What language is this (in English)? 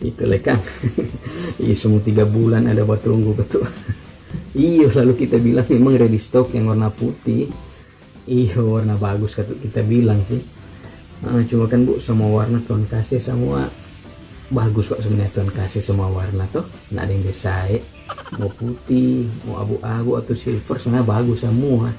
Manado Malay